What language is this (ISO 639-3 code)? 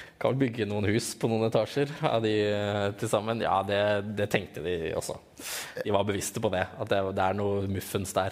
nor